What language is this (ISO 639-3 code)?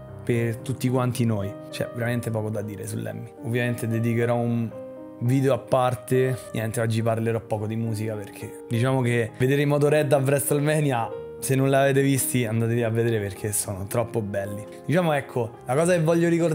ita